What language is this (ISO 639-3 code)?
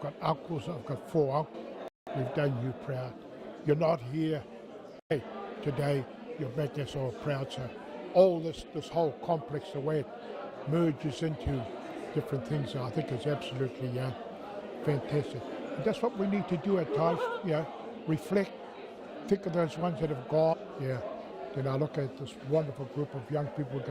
mri